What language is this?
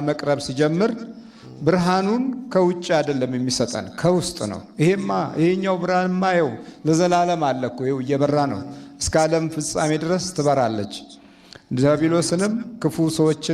Amharic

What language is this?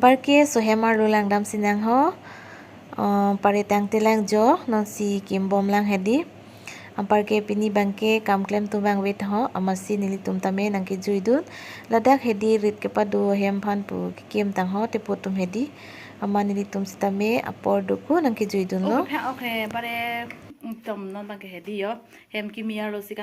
Karbi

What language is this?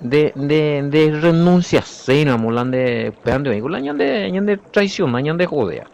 Guarani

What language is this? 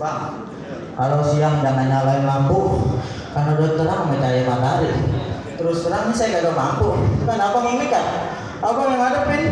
Betawi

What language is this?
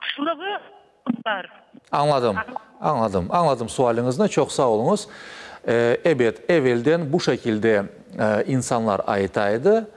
Crimean Tatar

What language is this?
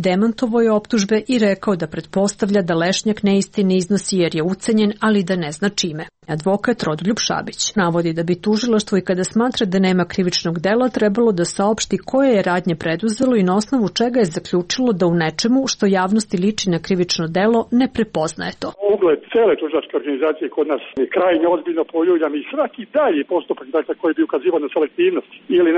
Serbian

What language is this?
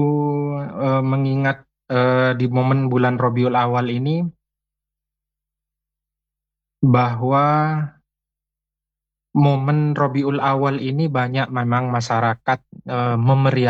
Indonesian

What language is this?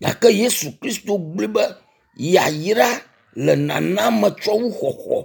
Ewe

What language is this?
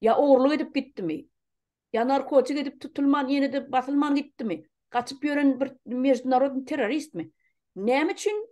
Turkmen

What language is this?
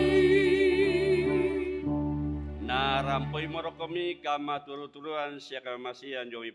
Toraja-Sa'dan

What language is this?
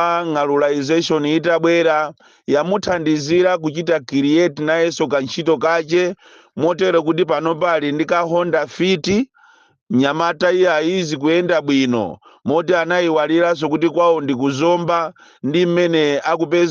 Nyanja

